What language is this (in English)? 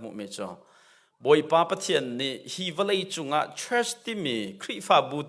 Hakha Chin